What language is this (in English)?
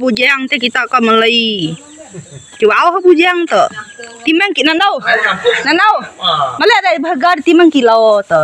Iban